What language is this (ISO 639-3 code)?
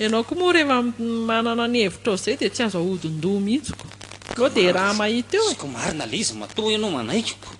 mlg